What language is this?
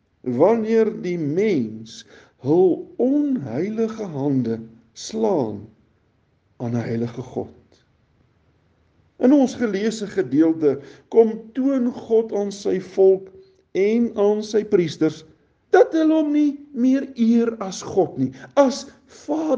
Afrikaans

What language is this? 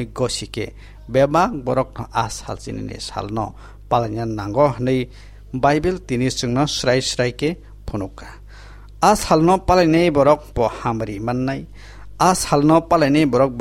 Kok Borok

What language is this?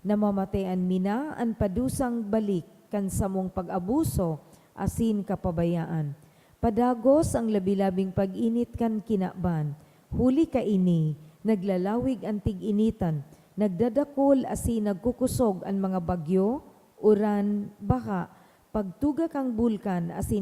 Bikol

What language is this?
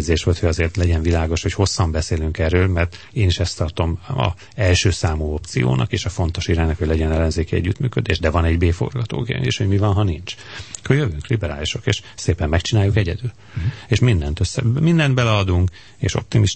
Hungarian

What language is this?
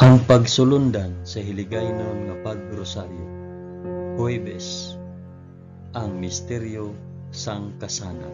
Hiligaynon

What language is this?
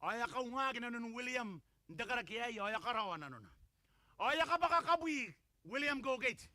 Gilbertese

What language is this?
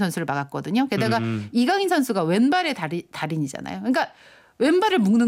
Korean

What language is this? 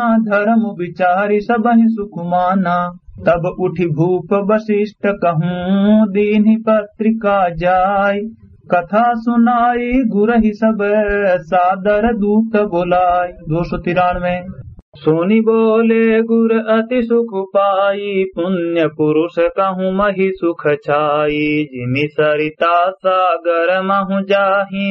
Awadhi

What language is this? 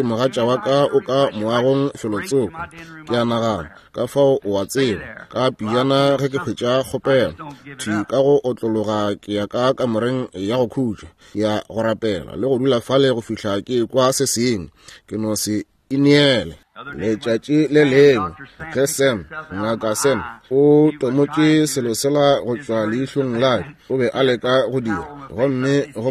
Northern Sotho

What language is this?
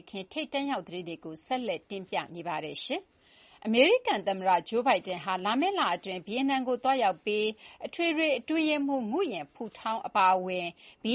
Burmese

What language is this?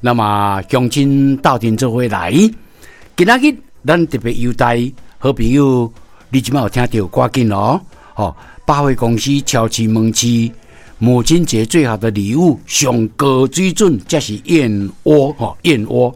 Min Nan Chinese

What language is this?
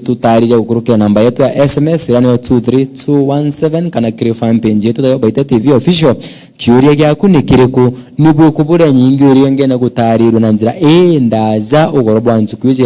Meru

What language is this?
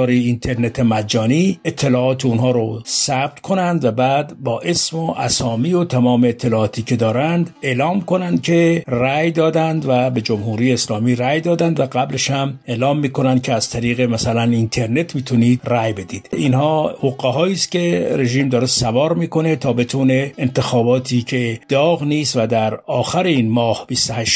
Persian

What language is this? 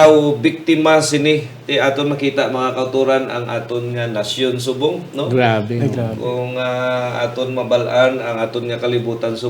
Hiligaynon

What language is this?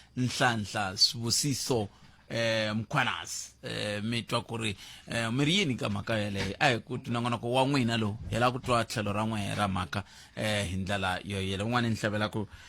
Tsonga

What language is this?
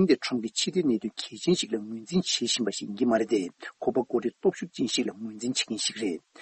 Tibetan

